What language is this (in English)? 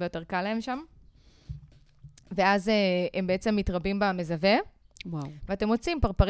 Hebrew